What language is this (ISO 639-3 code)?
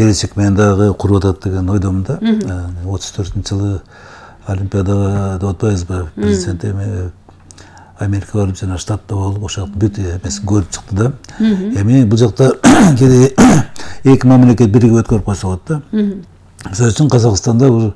kir